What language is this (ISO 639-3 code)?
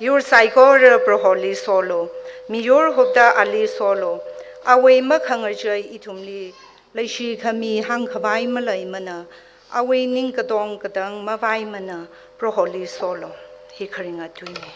nmf